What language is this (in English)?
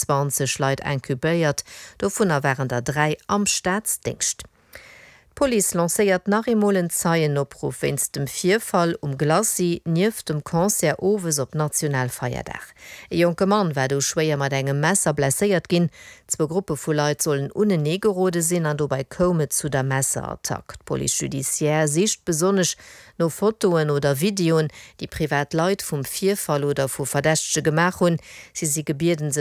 Luxembourgish